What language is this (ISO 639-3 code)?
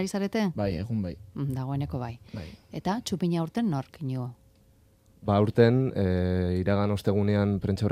eus